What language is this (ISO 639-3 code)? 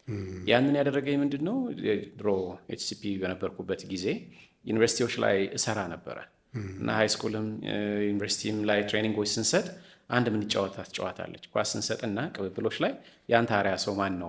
amh